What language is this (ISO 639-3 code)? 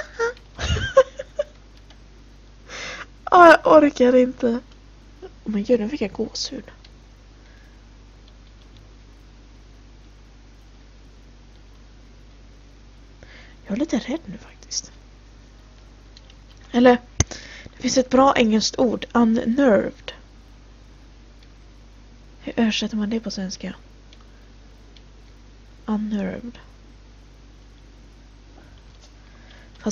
swe